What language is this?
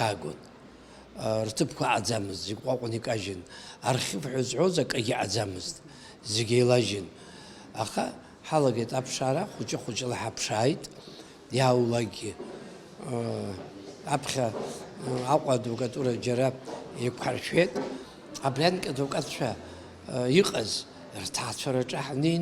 Abkhazian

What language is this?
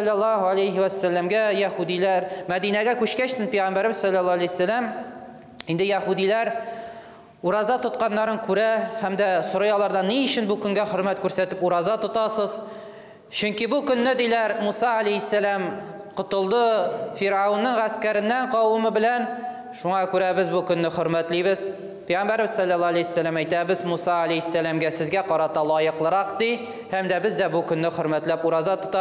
Tatar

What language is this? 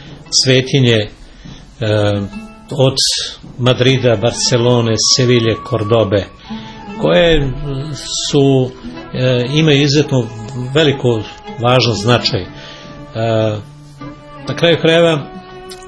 Serbian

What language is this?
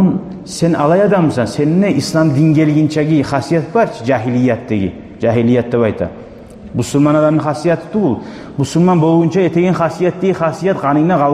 Kumyk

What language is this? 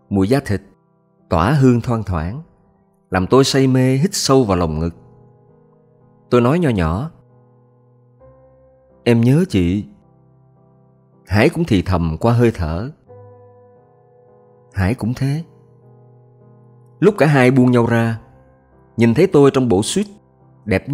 Vietnamese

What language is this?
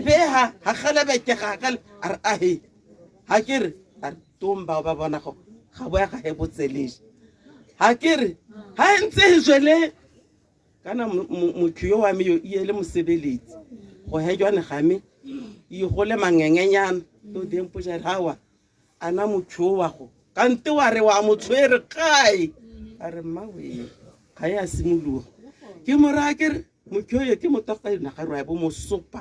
Tswana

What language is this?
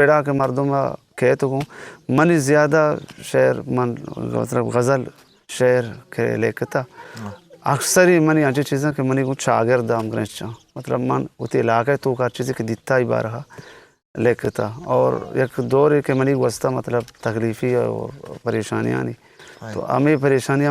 Eastern Balochi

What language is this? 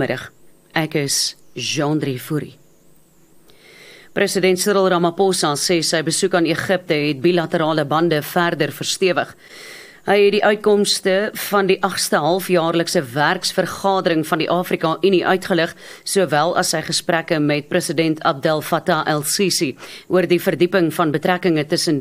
Afrikaans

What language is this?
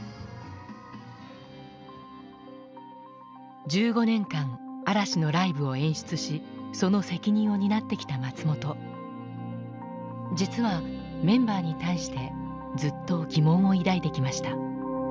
Japanese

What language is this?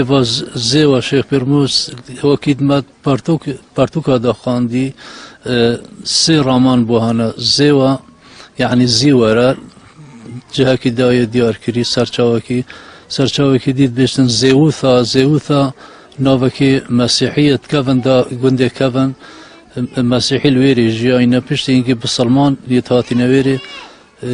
Kurdish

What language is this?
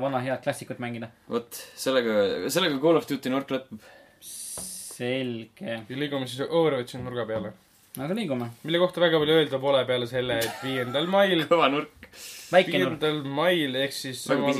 Estonian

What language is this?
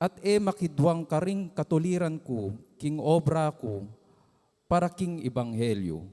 Pampanga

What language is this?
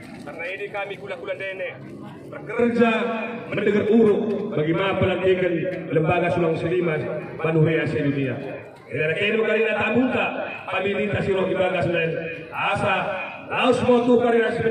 Batak Karo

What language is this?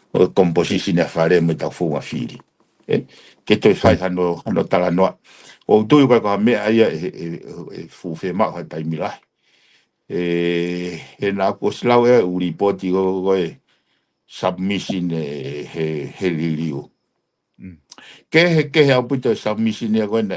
Tongan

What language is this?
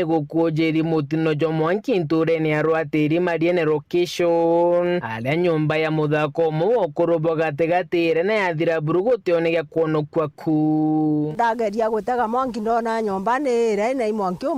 Meru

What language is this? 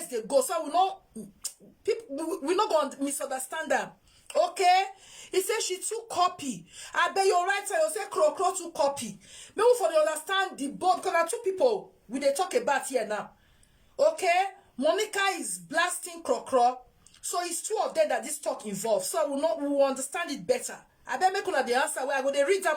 Nigerian Pidgin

